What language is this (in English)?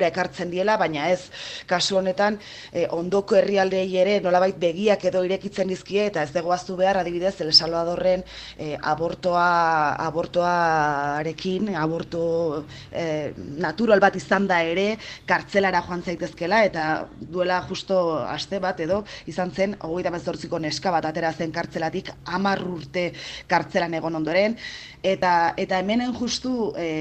Basque